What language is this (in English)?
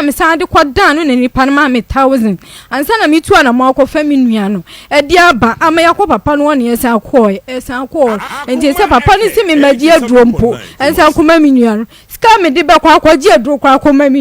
Akan